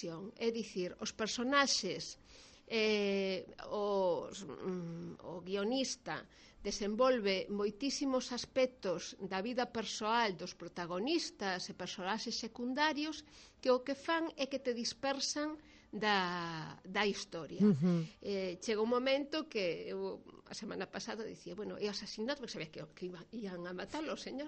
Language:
Galician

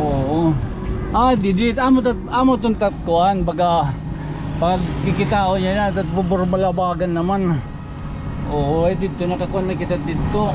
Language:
Waray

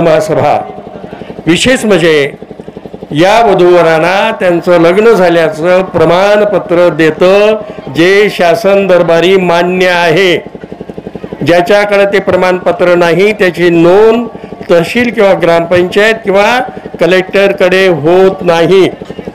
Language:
Marathi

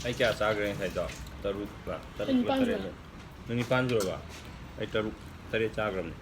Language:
Manipuri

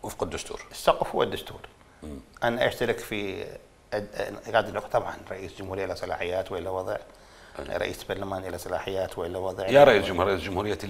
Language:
Mesopotamian Arabic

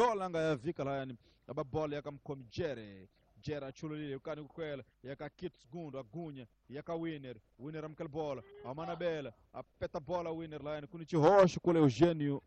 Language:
Tsonga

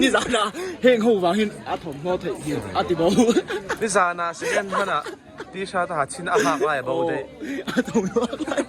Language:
Mizo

